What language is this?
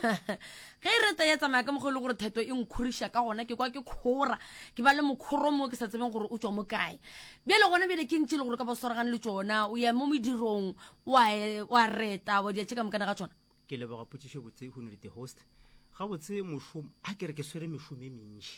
Northern Sotho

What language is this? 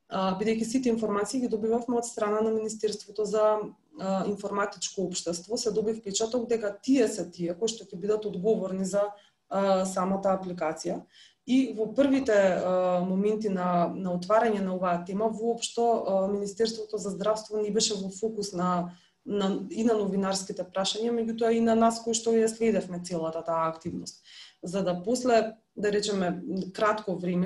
Macedonian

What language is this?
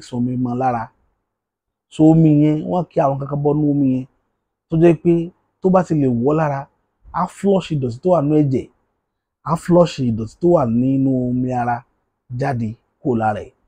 Yoruba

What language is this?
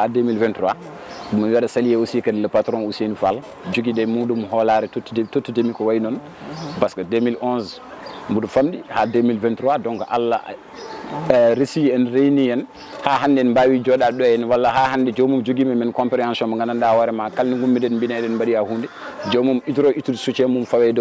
Fula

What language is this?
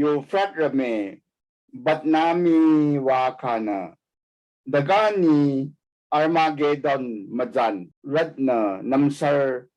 Rawang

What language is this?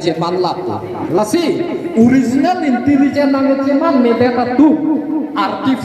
Karbi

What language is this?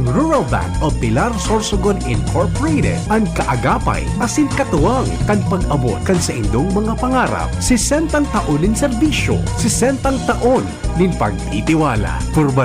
Bikol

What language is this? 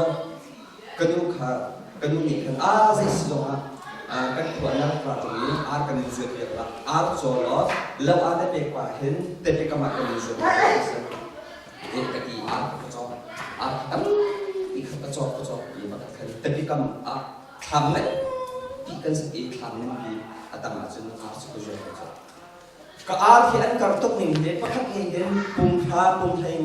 Hakha Chin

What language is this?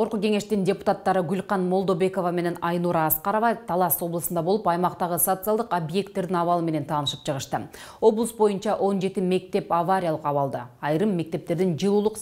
Kyrgyz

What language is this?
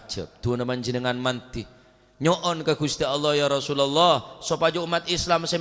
Madurese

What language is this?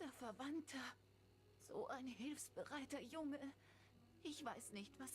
Swiss German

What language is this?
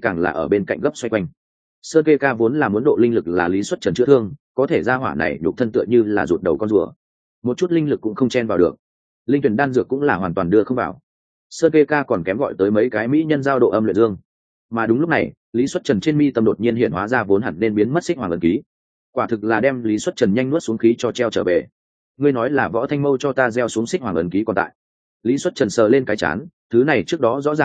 Vietnamese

